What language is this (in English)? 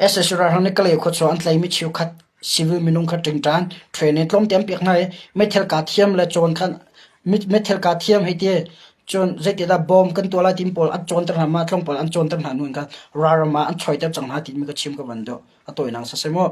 Hakha Chin